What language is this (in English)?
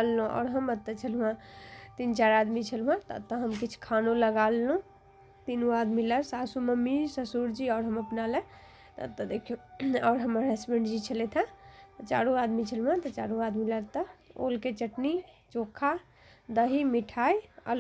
Maithili